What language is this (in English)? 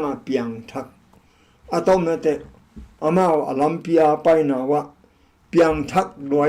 Tedim Chin